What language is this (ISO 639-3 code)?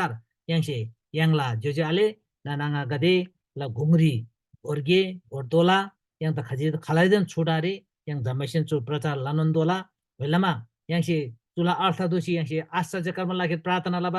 taj